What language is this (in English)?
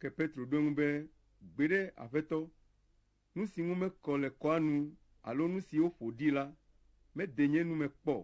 Ewe